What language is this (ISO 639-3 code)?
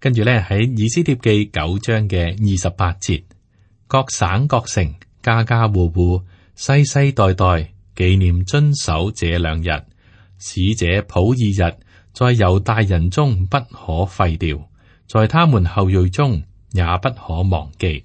yue